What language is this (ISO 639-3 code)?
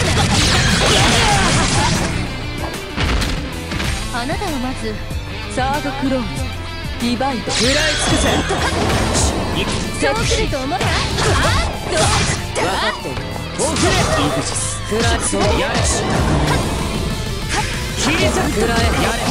jpn